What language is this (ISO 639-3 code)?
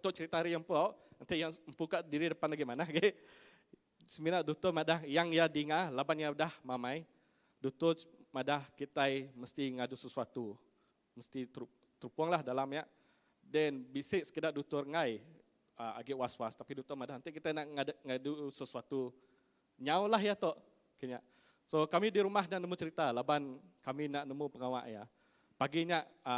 iba